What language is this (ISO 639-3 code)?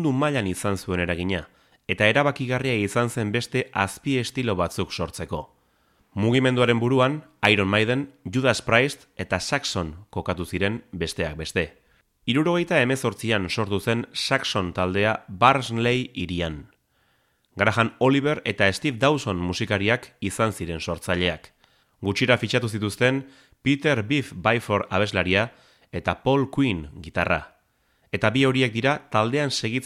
eus